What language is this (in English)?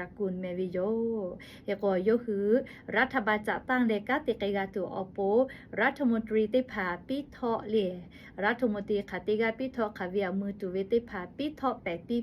Lahu